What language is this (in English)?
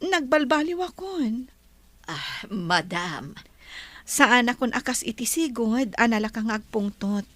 Iloko